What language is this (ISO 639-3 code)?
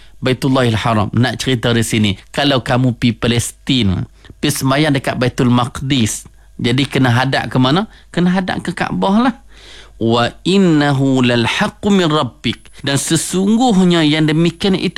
msa